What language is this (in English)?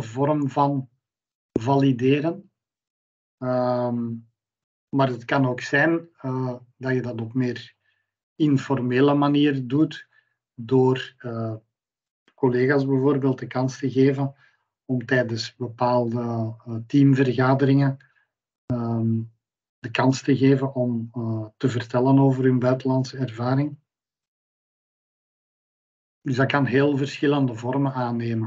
Dutch